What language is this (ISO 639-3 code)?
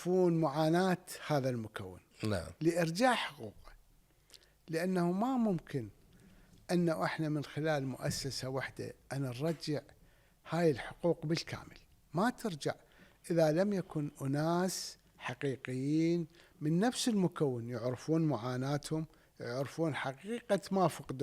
acm